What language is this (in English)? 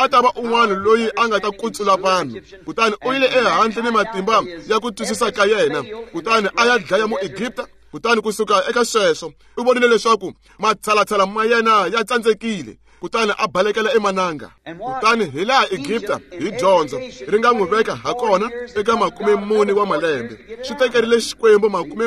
Tsonga